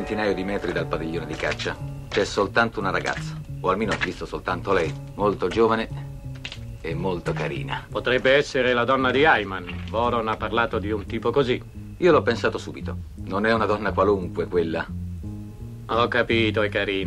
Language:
Italian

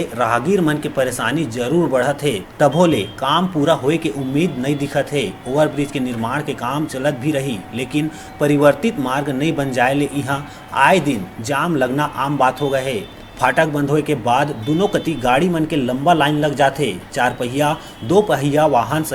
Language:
Chhattisgarhi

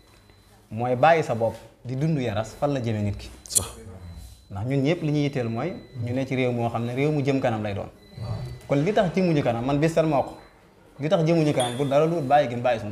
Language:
Wolof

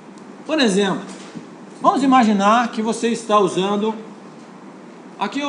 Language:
Portuguese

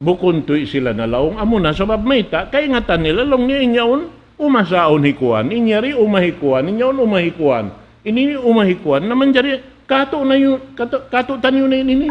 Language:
Tausug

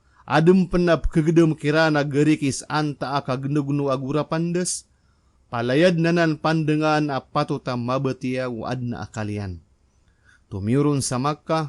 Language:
Maranao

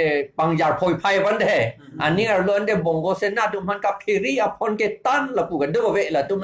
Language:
Karbi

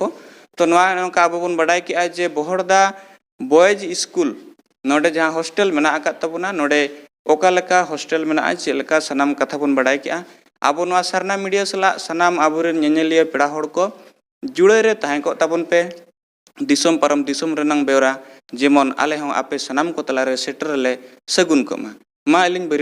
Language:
Santali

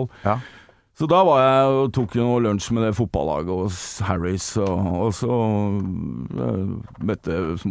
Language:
Norwegian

